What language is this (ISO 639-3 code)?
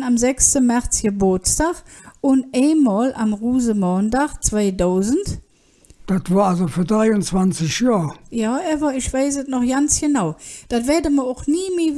ksh